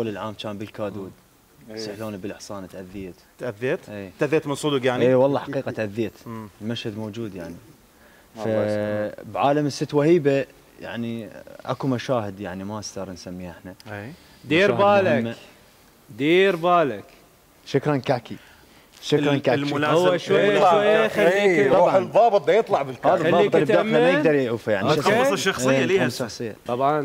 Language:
Mesopotamian Arabic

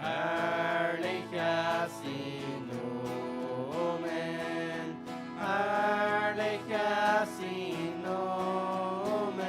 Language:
Plautdietsch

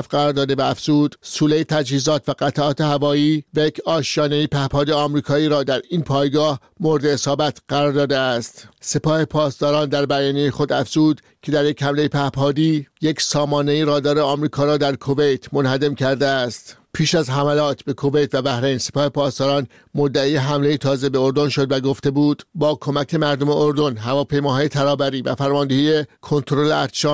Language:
Persian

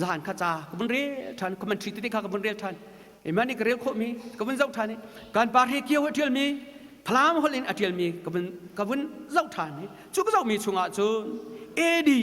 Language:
Hakha Chin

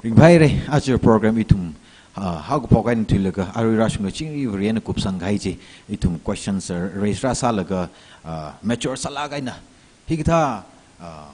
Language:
Tangkhul Naga (India)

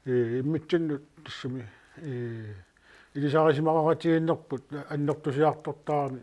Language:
Kalaallisut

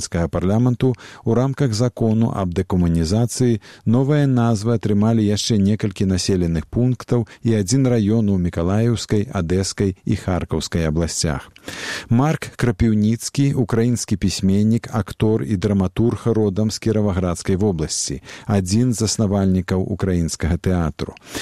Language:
Belarusian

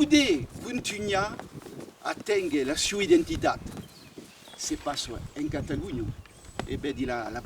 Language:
Occitan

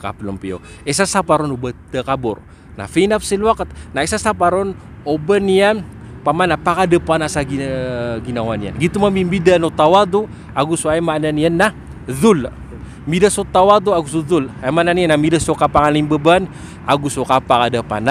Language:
Maranao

